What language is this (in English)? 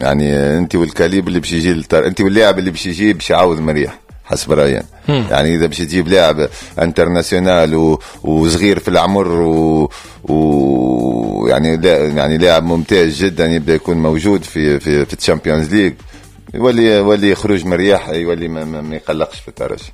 Tunisian Arabic